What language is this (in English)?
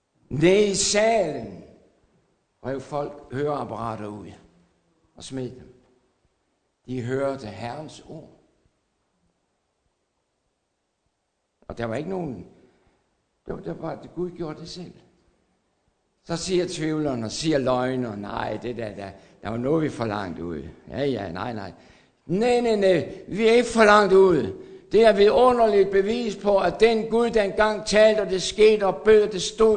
Danish